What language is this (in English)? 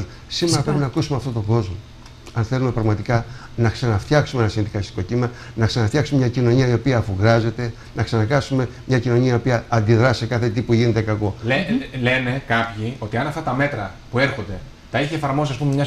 Greek